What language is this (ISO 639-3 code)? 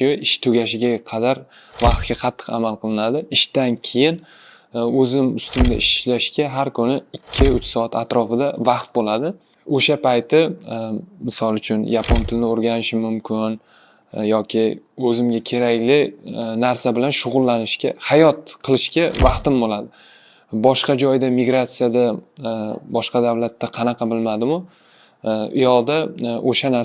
uzb